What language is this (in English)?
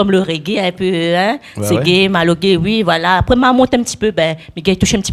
Réunion Creole French